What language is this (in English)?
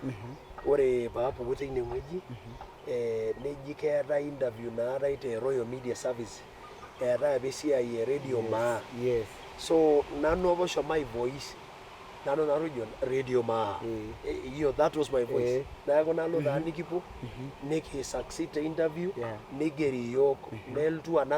Masai